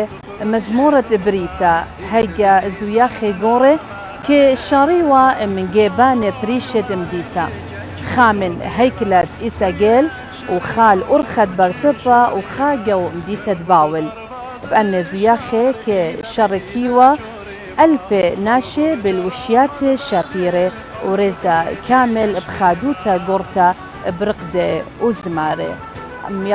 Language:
Assyrian Neo-Aramaic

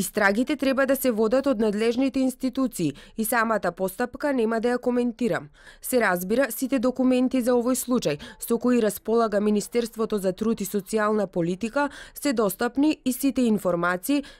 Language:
Macedonian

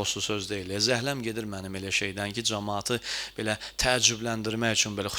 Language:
Azerbaijani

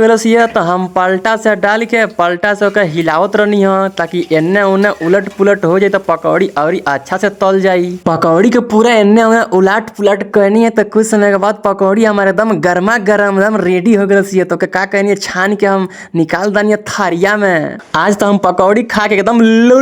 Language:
Bhojpuri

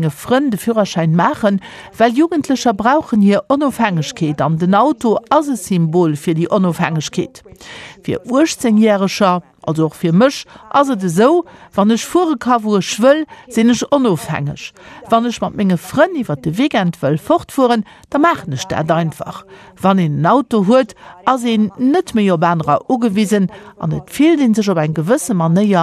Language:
Luxembourgish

